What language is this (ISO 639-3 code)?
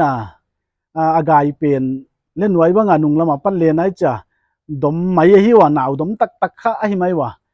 pck